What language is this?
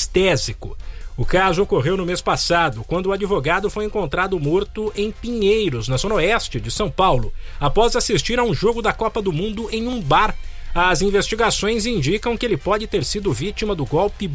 Portuguese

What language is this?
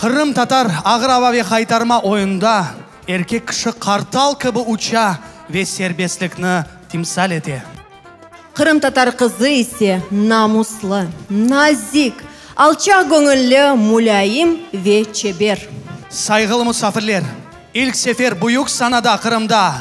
Crimean Tatar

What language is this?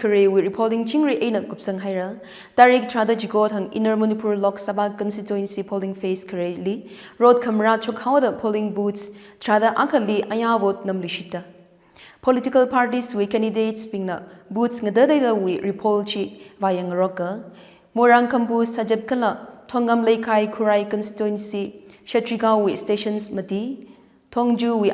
Tangkhul Naga (India)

